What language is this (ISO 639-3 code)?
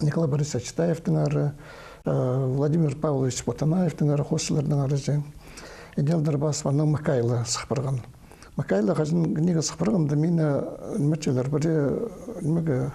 kjh